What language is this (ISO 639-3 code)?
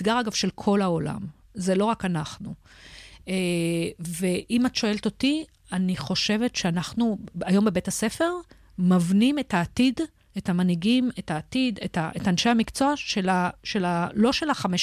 heb